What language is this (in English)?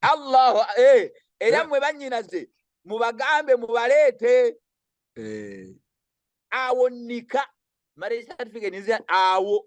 Ganda